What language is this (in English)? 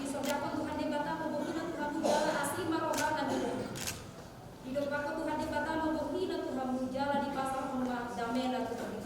Batak Toba